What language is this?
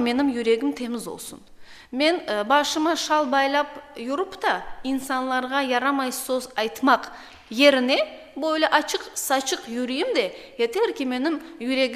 Crimean Tatar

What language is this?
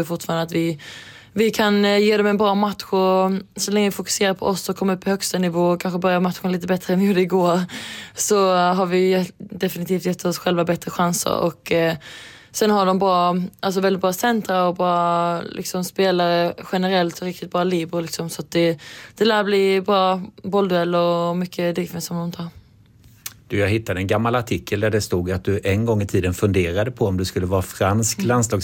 Swedish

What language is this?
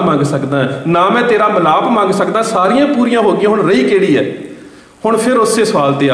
Punjabi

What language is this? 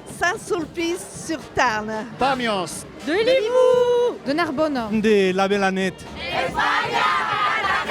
Occitan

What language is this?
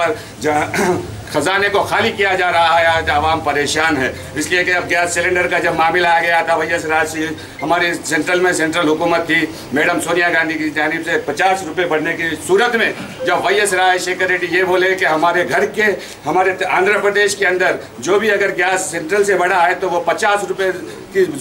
Telugu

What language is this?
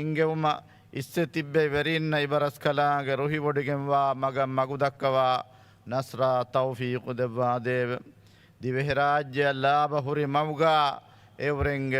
Divehi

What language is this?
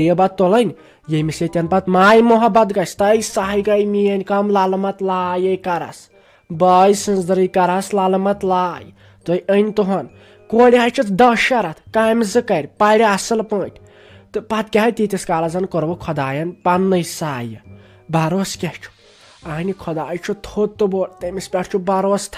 Kashmiri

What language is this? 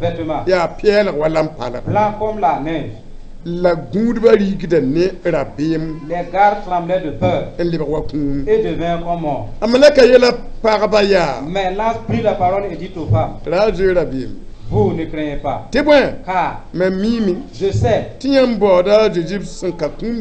Mossi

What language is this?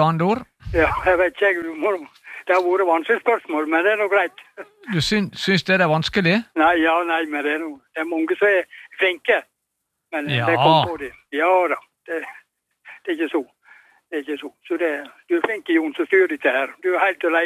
Norwegian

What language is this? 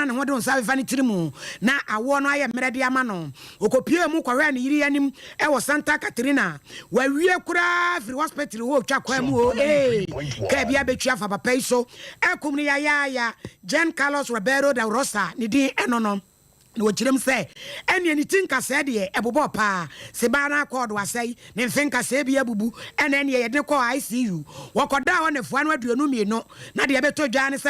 Akan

